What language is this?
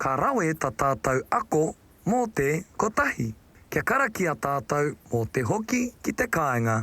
Māori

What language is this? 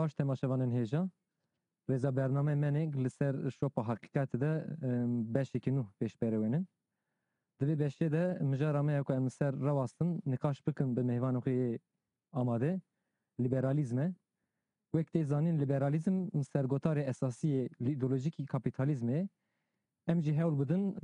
Kurdish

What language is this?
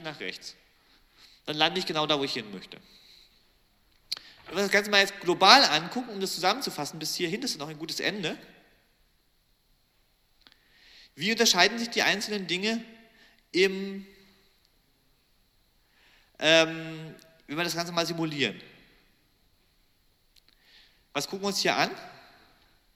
German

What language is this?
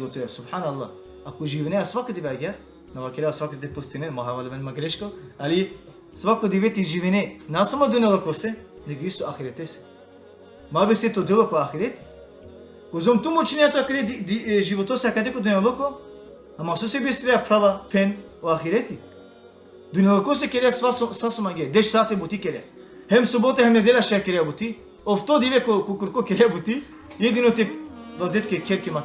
Balkan Romani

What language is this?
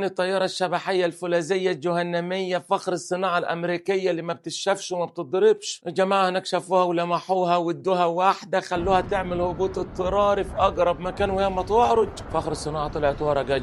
Egyptian Arabic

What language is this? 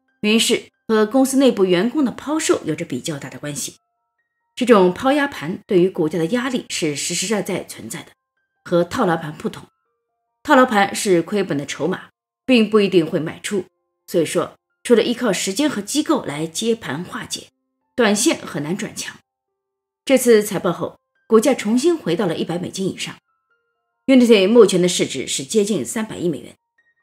Chinese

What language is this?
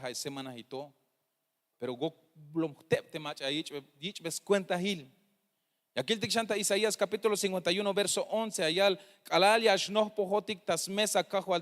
Tzeltal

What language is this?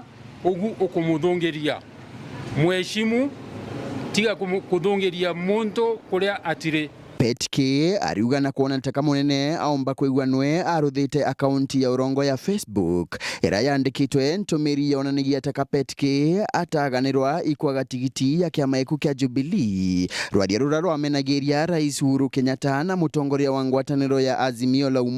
Meru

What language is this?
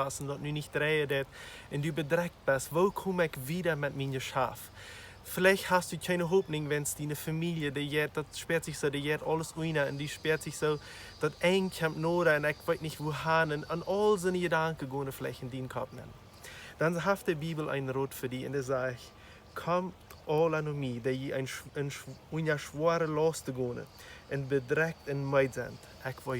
Plautdietsch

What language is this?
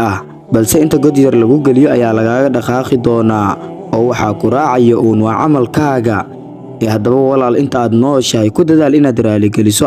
Somali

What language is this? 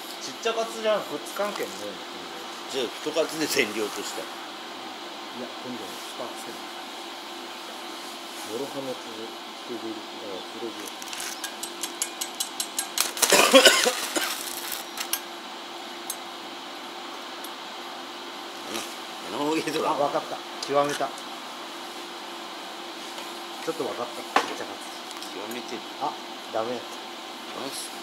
Japanese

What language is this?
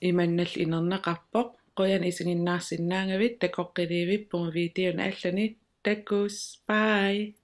Kalaallisut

